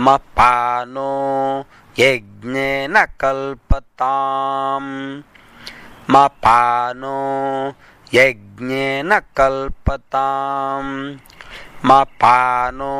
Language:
Sanskrit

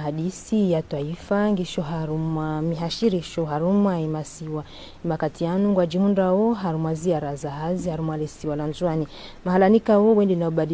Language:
Ngazidja Comorian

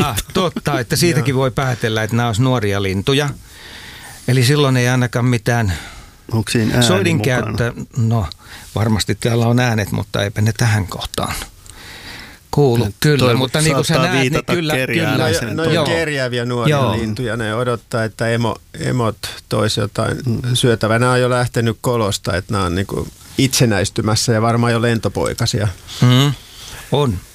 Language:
Finnish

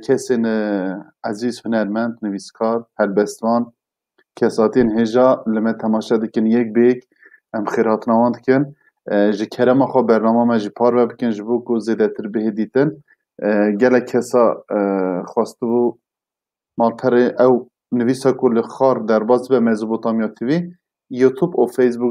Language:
Kurdish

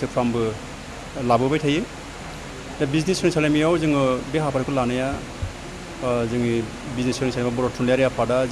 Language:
Bodo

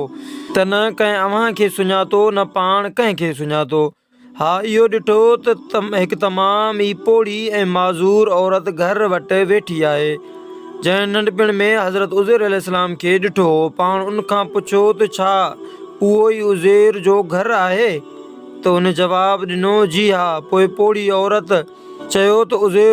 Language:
Sindhi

